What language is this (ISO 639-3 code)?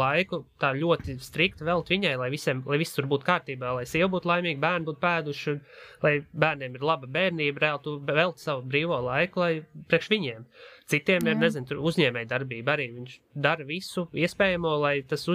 lav